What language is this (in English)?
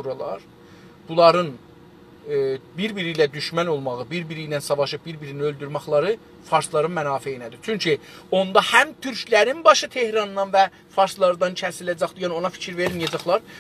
South Azerbaijani